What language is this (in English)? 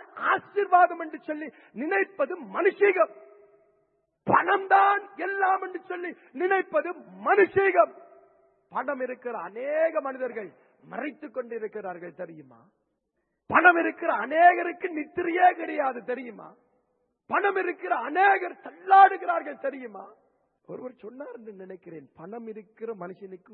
Tamil